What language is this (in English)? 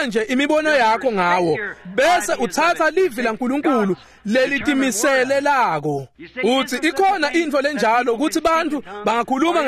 Swati